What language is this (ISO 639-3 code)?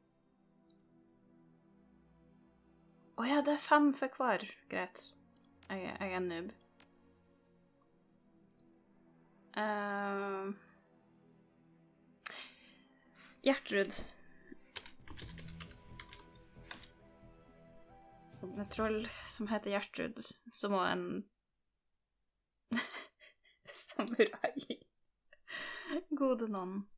nor